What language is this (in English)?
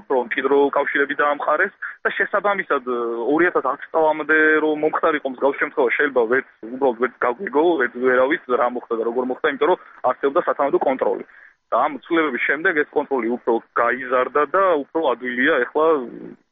Georgian